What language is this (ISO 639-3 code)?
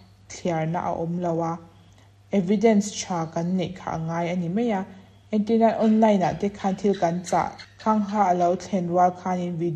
lus